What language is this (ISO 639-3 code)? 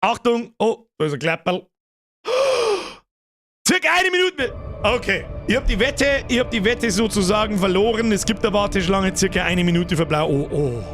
bar